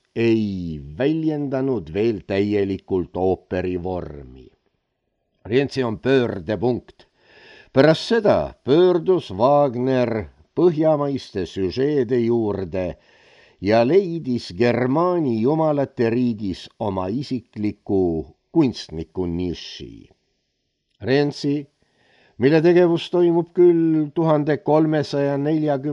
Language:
Estonian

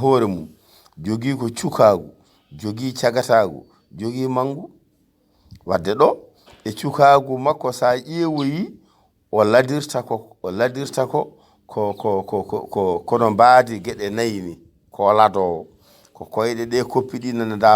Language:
Fula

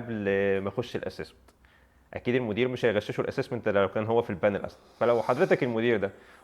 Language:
Egyptian Arabic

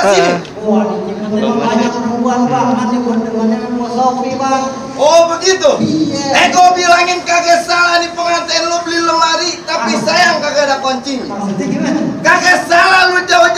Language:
Betawi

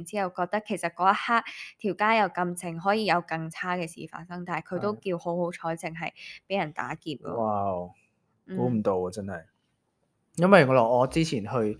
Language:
Cantonese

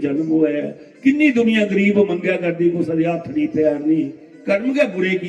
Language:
Dogri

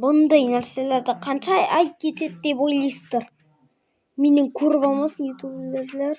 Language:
Kazakh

